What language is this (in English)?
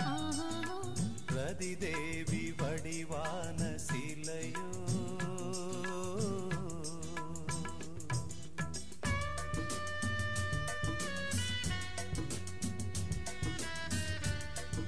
Tamil